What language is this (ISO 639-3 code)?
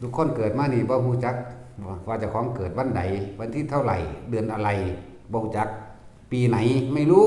tts